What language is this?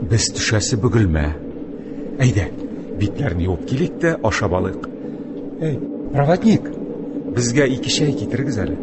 Tatar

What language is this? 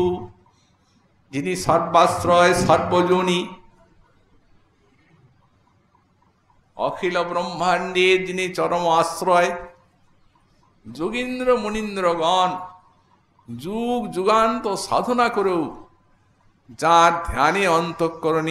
Bangla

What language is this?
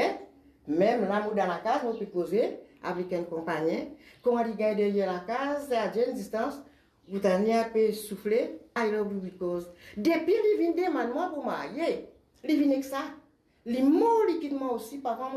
Morisyen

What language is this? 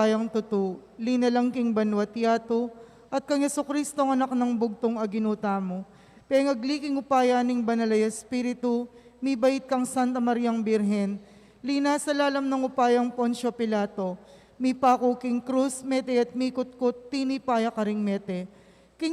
Pampanga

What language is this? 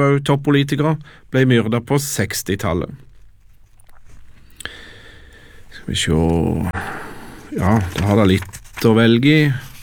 Norwegian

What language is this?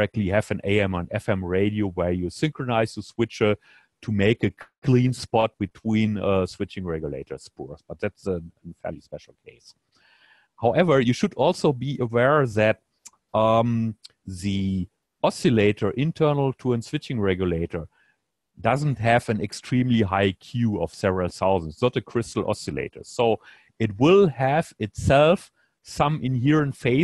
English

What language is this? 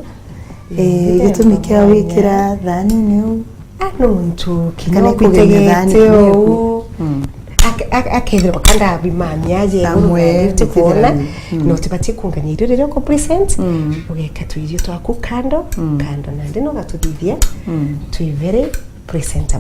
Meru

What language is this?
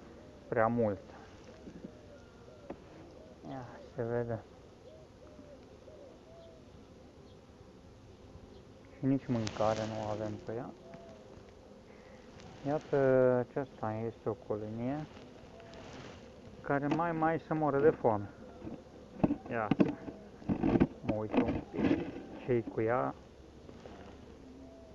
Romanian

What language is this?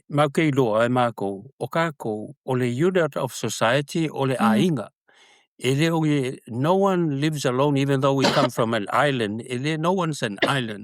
Samoan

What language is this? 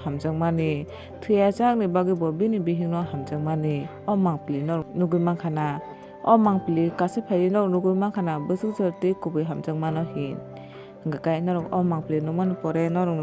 Kok Borok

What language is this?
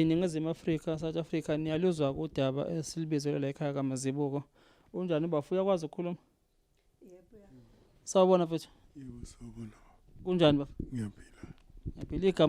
Zulu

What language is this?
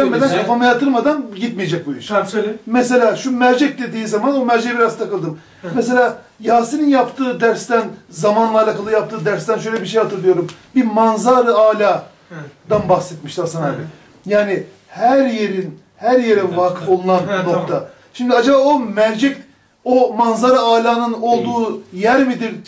Turkish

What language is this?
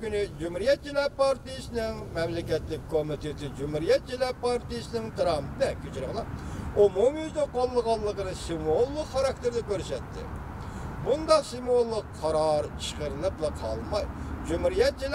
Uyghur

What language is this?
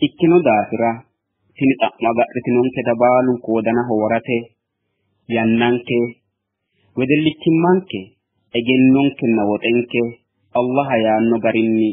Sidamo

